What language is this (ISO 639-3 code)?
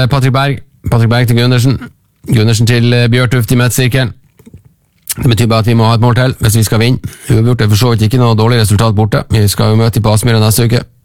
nor